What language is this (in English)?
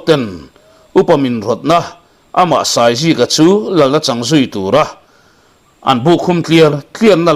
Mizo